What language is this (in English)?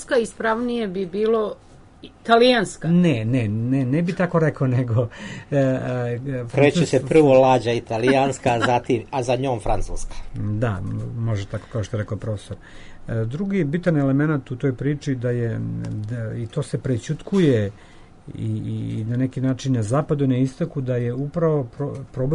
Serbian